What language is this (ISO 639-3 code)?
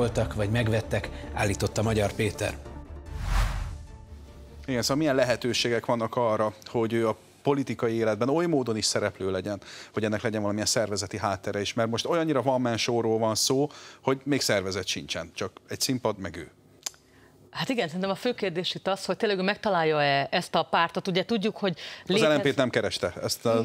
hun